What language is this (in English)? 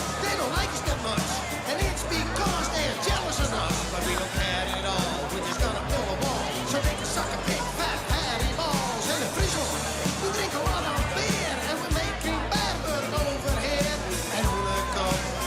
Western Frisian